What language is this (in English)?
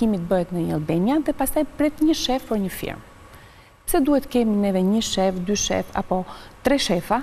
Albanian